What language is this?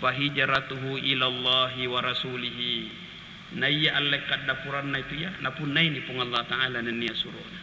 Buginese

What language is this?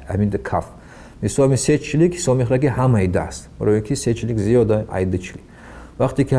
Tajik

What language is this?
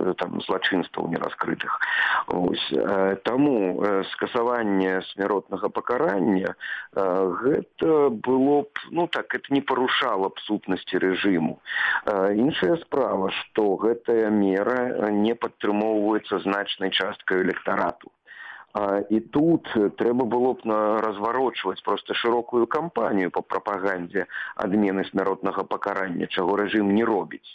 Belarusian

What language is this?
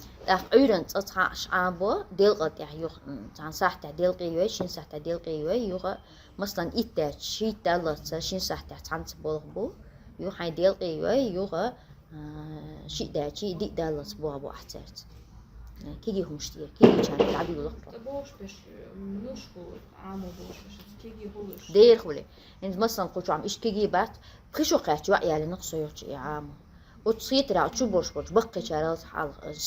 Chechen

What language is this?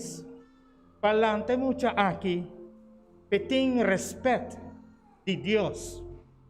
Papiamento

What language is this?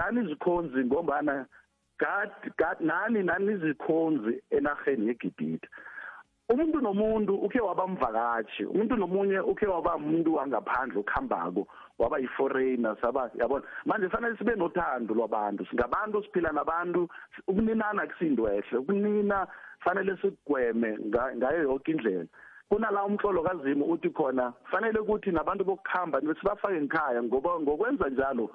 South Ndebele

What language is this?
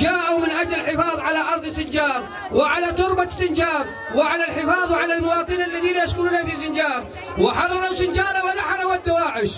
Kurdish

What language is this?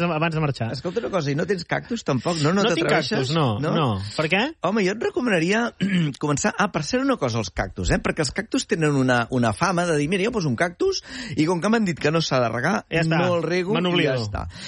Catalan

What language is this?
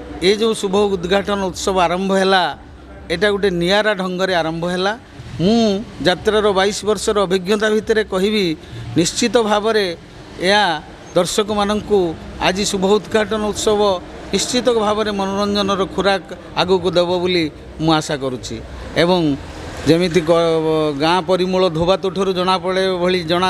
Odia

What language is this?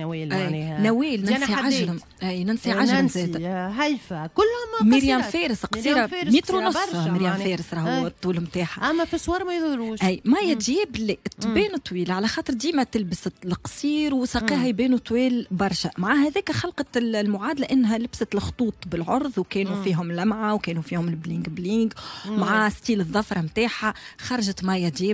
Tunisian Arabic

